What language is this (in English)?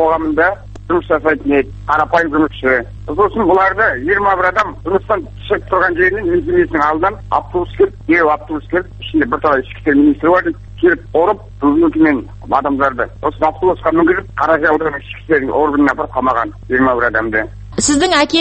Kazakh